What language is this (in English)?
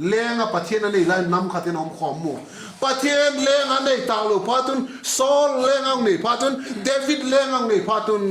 Vaiphei